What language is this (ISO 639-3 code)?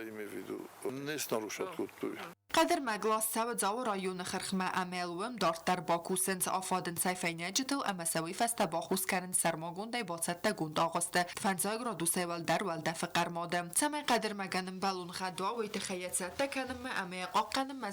oss